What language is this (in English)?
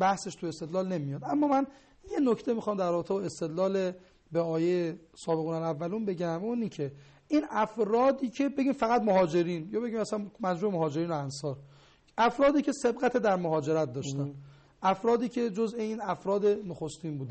Persian